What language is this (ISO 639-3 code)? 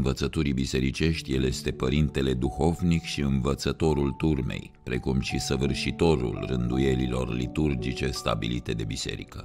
ron